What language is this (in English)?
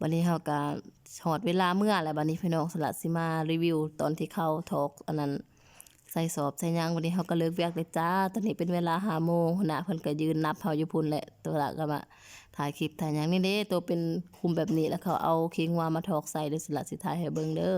Lao